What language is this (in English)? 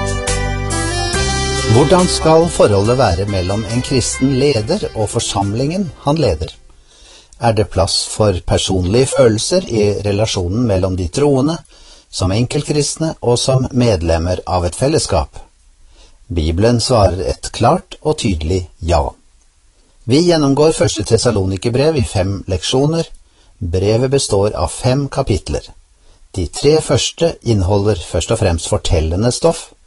Norwegian